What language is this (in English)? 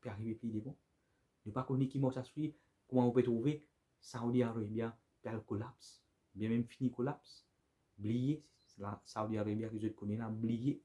Morisyen